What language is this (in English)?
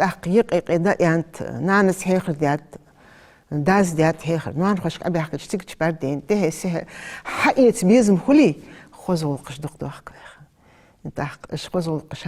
Ingush